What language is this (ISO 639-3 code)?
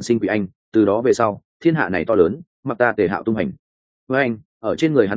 vie